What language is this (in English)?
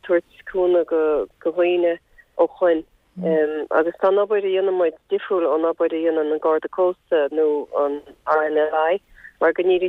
Irish